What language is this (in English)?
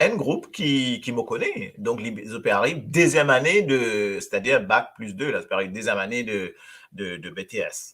Morisyen